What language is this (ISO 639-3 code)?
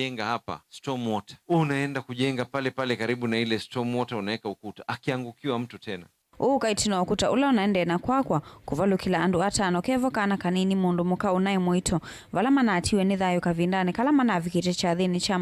kam